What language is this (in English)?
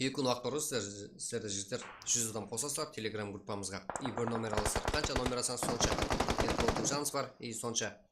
Kara-Kalpak